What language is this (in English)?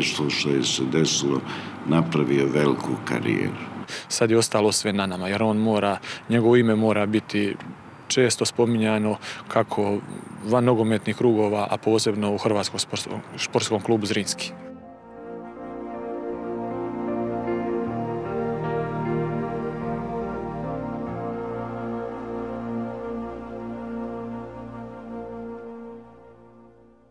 Croatian